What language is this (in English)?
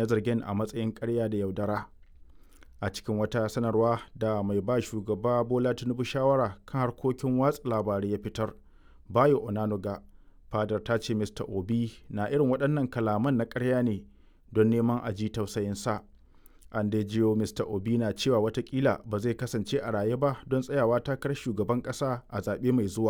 Hausa